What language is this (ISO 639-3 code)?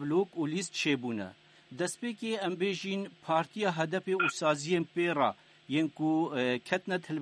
kur